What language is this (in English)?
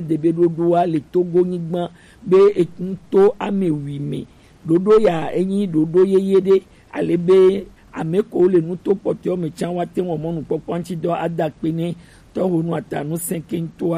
Gen